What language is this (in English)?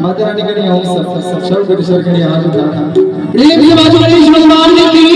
Maithili